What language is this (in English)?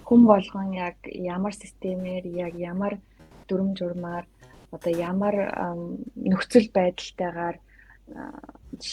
Mongolian